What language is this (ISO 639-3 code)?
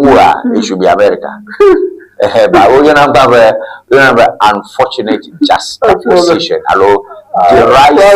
ewe